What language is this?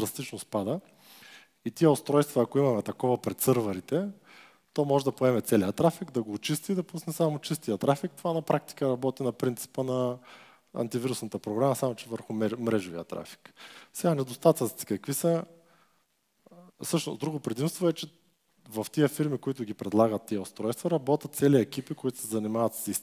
Bulgarian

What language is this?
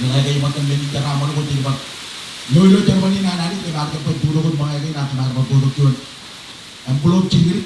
Marshallese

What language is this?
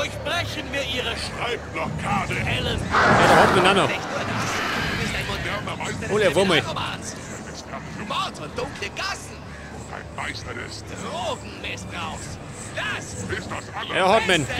Bavarian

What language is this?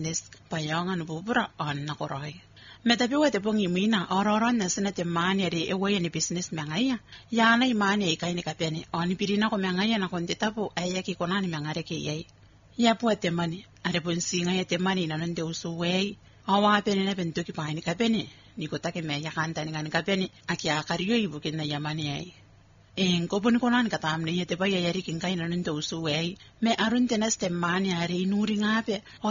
Gilbertese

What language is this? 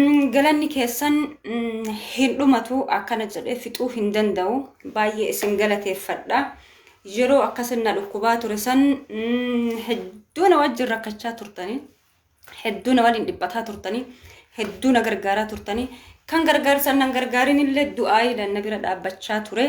Oromo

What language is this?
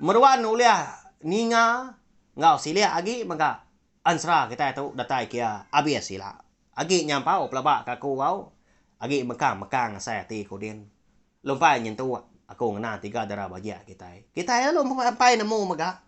Iban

